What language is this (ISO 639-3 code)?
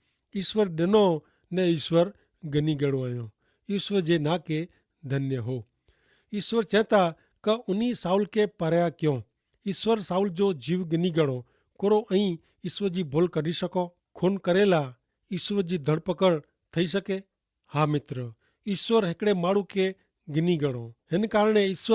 kfr